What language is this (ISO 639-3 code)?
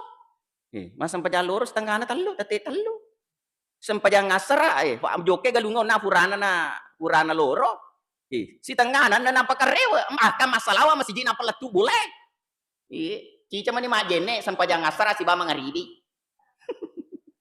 bug